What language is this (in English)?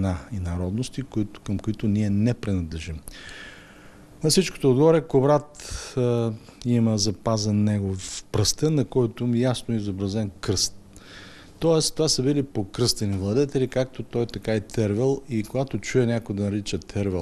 Bulgarian